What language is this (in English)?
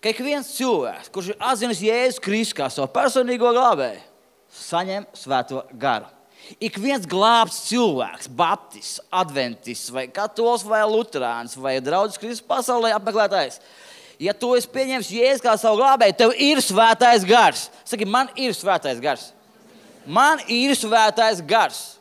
Latvian